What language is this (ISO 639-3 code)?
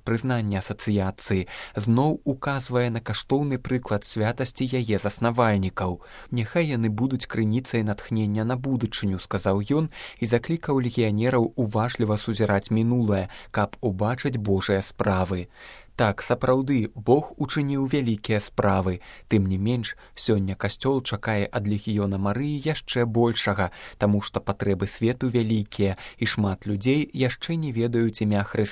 bel